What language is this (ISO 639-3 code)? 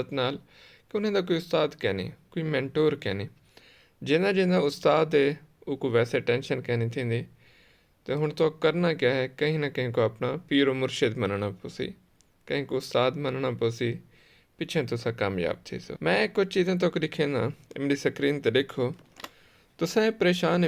skr